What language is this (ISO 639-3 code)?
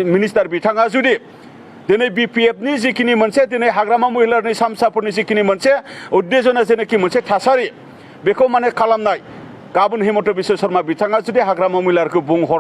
brx